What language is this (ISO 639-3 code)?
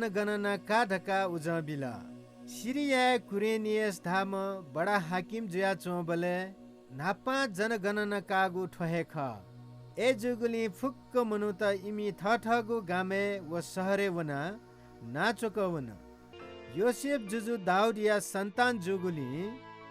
new